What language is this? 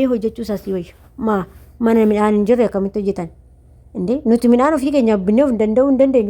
Oromo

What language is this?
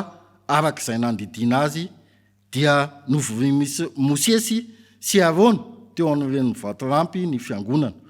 Malagasy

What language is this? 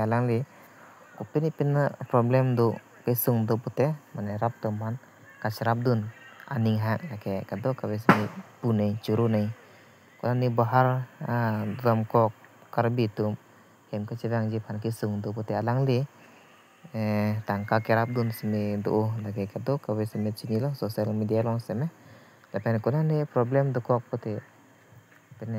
Karbi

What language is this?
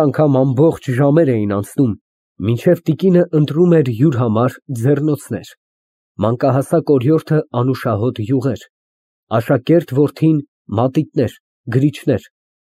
Armenian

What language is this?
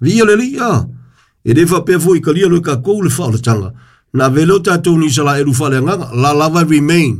Samoan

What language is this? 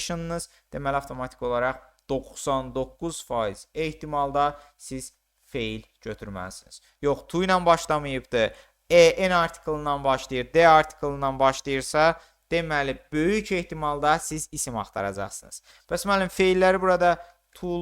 Azerbaijani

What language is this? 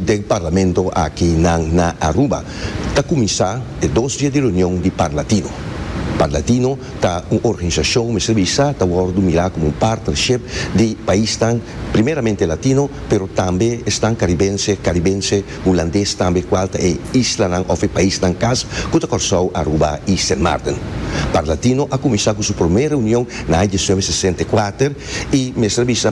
Papiamento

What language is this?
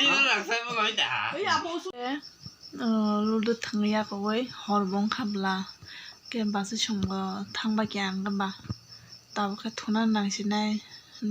Kok Borok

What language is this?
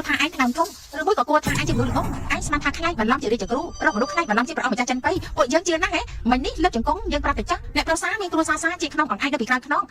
Khmer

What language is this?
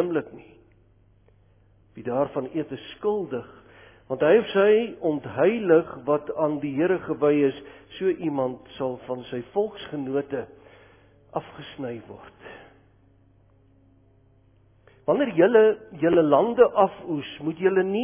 Afrikaans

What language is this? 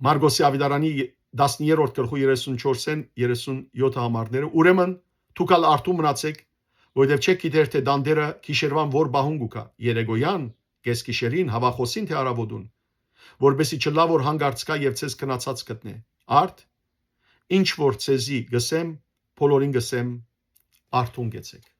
Western Armenian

